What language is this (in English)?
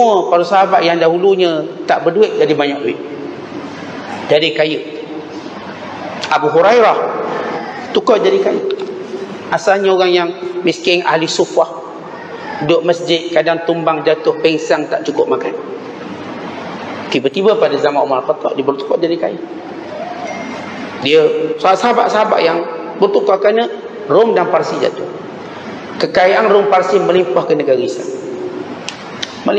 Malay